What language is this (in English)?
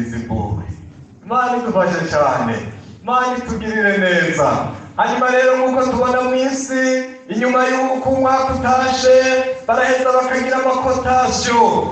Rundi